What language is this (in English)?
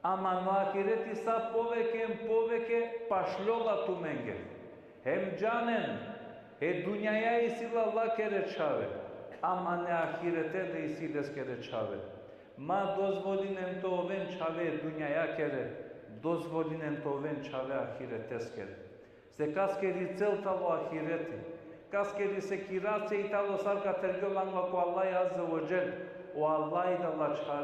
Balkan Romani